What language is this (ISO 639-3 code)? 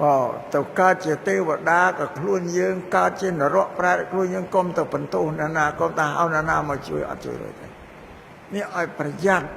khm